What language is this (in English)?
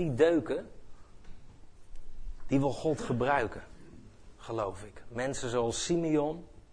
Dutch